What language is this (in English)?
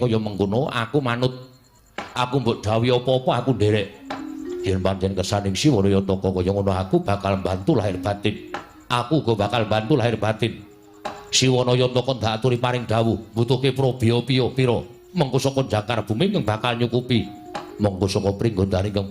Javanese